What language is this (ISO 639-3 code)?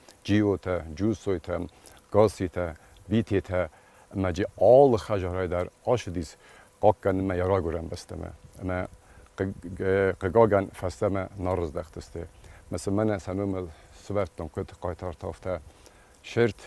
oss